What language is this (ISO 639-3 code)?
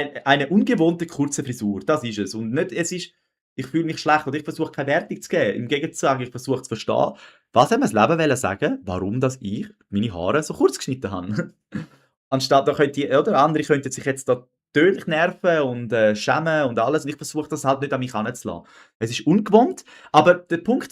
gsw